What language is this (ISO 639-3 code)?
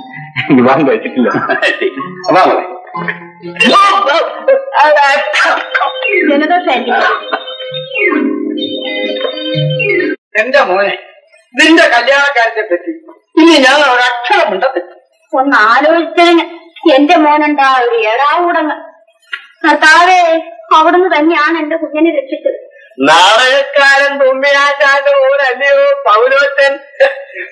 mal